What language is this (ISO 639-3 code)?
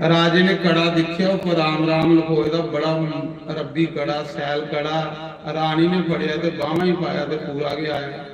doi